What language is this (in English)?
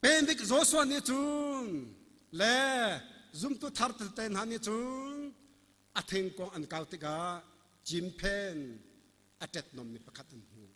Hakha Chin